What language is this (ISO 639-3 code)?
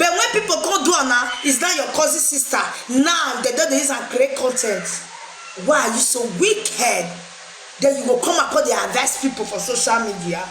pcm